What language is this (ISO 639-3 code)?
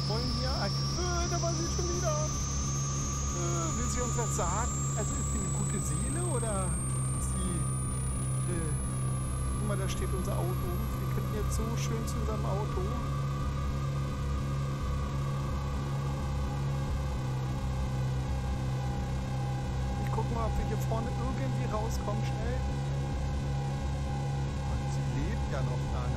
deu